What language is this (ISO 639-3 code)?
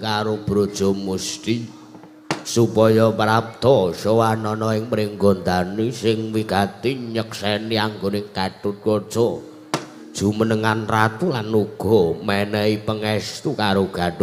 jav